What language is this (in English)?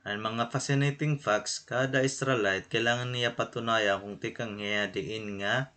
Waray